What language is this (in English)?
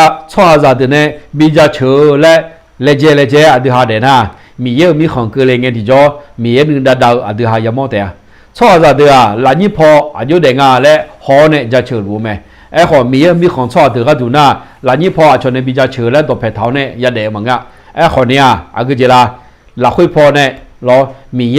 Akha